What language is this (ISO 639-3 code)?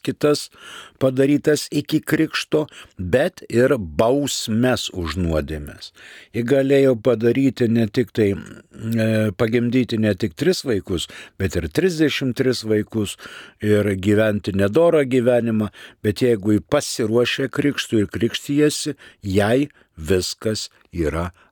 lit